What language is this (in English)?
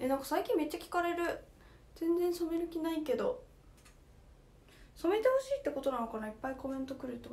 Japanese